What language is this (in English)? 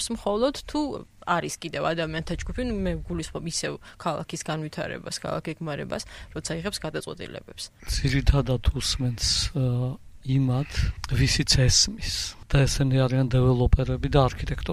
Georgian